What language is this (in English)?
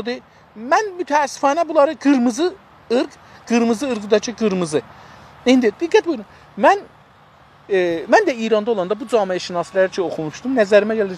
South Azerbaijani